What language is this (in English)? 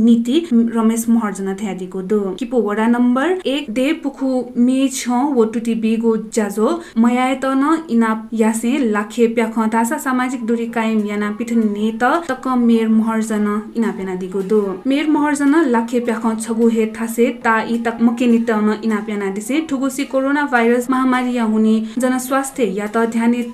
Newari